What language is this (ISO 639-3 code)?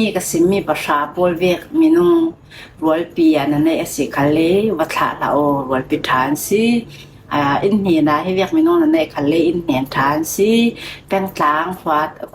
cfm